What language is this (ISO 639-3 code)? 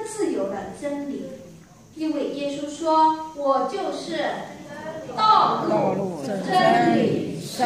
zho